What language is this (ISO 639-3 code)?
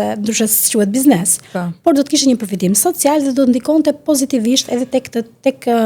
sqi